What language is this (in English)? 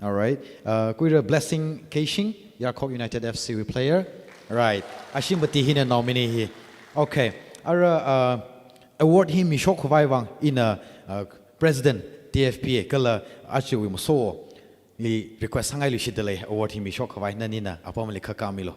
Tangkhul Naga (India)